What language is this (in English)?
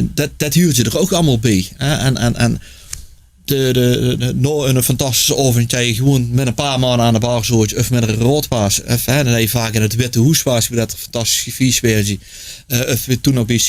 Limburgish